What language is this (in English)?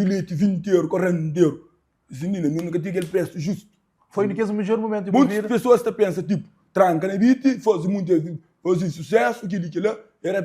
Kabuverdianu